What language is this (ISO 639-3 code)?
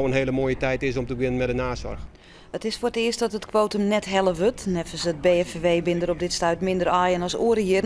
fry